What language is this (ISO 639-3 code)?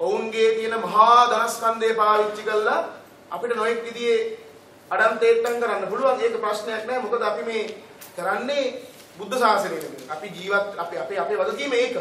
sin